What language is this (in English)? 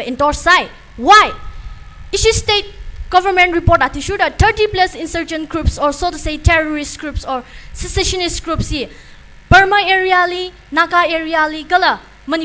Tangkhul Naga (India)